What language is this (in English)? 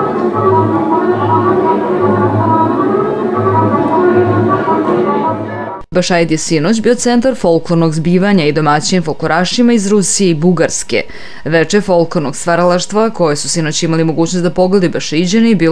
Serbian